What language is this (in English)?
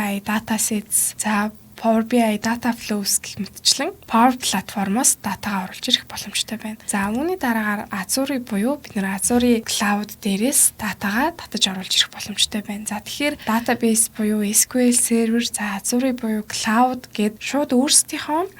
Mongolian